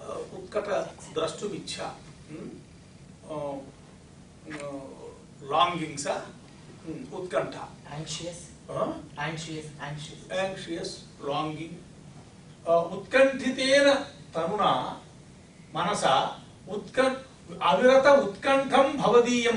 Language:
Sanskrit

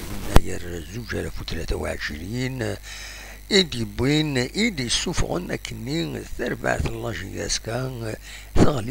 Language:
Kabyle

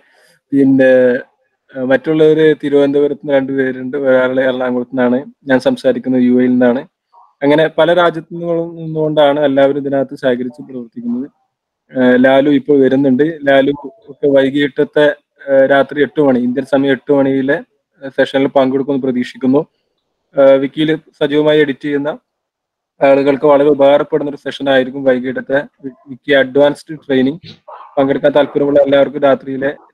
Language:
Malayalam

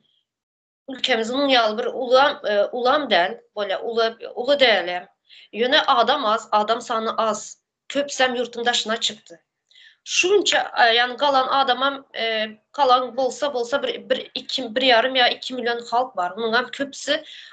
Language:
Turkmen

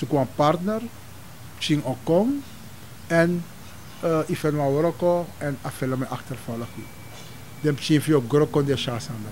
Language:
Sranan Tongo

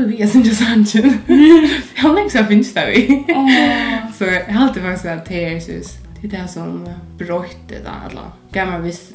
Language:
Faroese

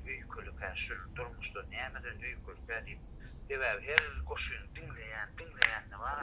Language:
Turkmen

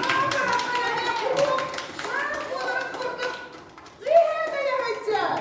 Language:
Yakut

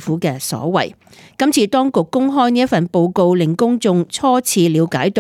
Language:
Cantonese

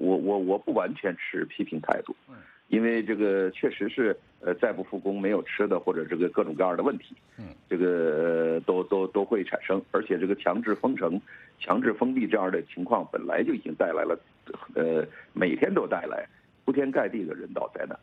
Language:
Chinese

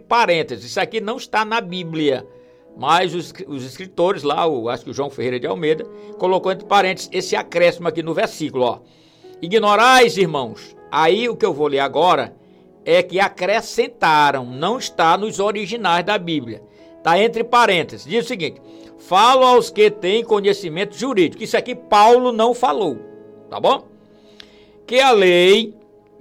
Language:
Portuguese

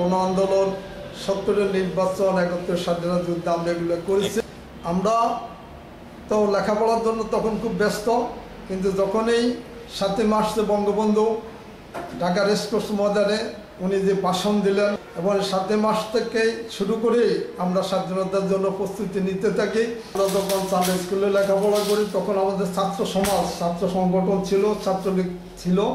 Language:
Bangla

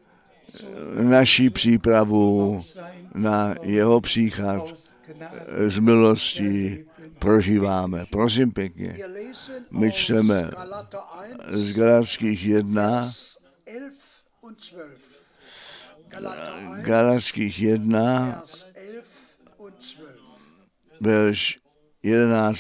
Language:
Czech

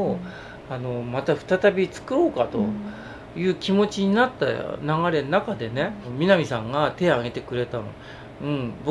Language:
Japanese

